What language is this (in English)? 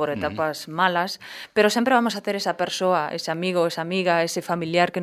Galician